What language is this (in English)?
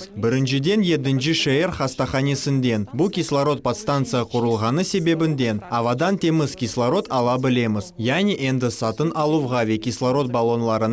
Crimean Tatar